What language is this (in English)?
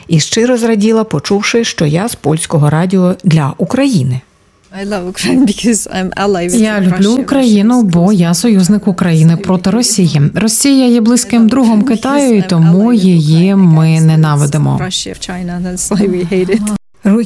Ukrainian